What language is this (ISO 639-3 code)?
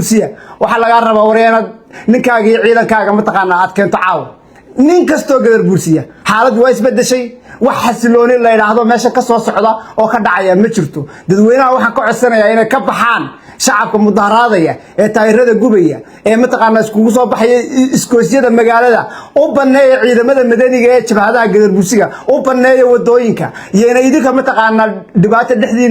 som